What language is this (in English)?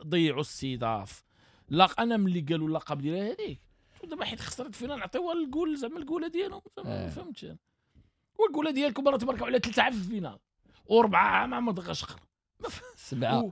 Moroccan Arabic